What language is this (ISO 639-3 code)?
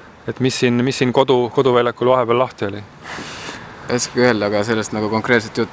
est